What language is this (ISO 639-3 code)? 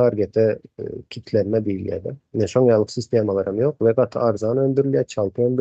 tuk